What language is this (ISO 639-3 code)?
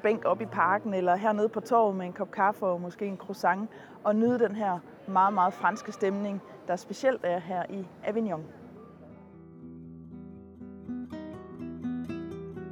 dan